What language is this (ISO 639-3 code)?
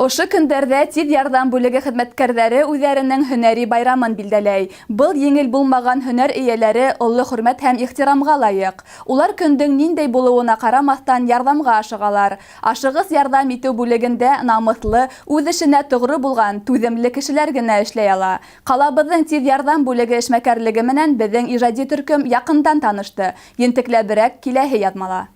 bak